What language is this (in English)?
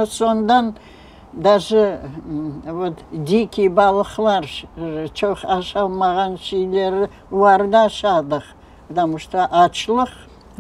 Crimean Tatar